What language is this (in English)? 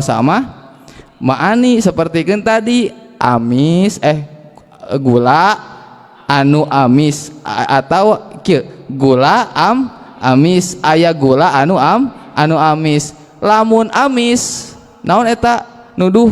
Sundanese